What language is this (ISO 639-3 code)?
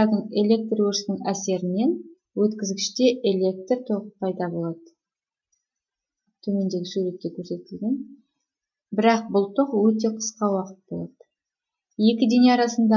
kaz